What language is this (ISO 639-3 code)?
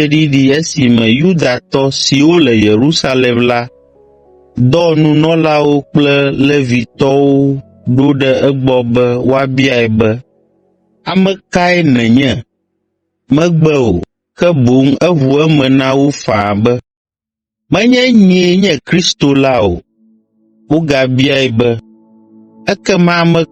ewe